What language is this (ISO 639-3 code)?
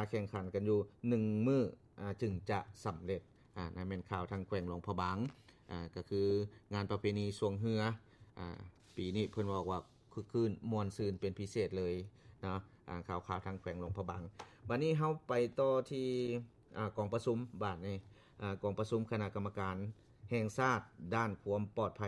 lao